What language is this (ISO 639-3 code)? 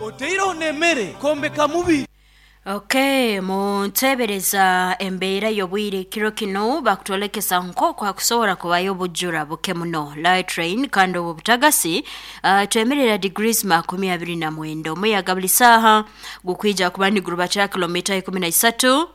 nyo